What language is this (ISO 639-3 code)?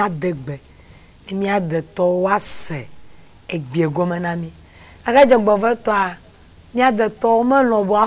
ewe